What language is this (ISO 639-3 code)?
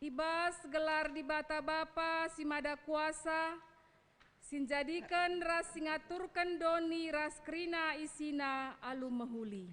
btx